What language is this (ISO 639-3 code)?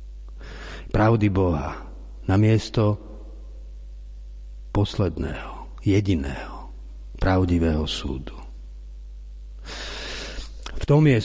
slk